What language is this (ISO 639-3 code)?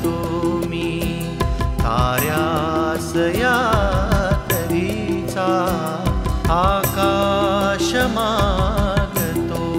mar